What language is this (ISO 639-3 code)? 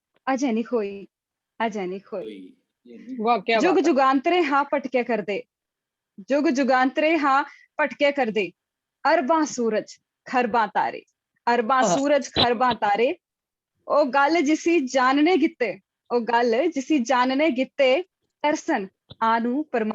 doi